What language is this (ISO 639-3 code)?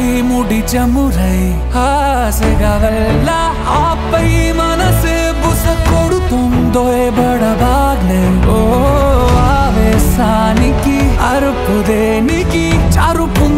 tel